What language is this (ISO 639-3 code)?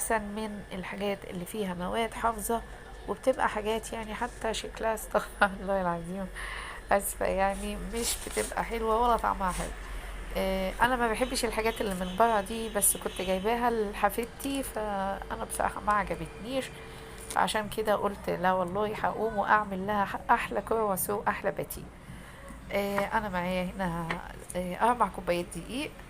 arz